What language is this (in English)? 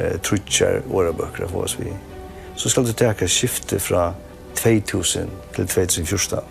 Faroese